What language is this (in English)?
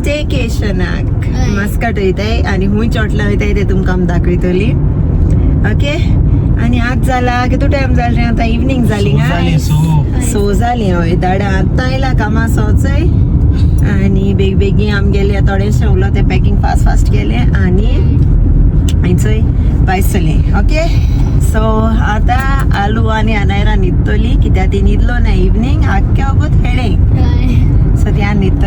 Konkani